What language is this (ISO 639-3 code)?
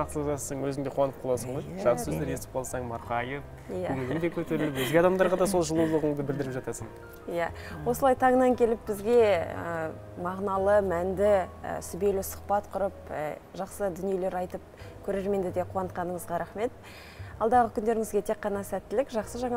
kaz